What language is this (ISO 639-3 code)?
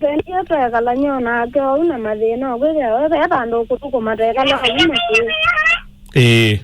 kam